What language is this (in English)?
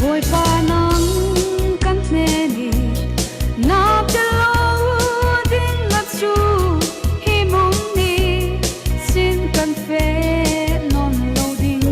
Falam Chin